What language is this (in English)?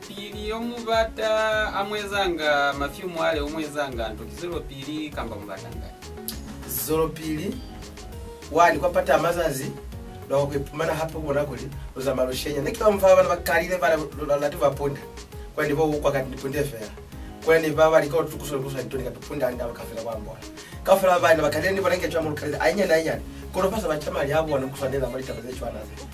Lozi